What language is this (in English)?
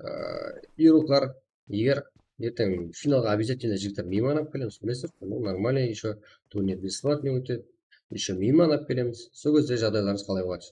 Kara-Kalpak